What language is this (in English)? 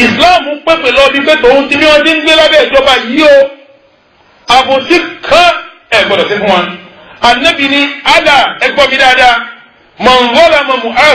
Yoruba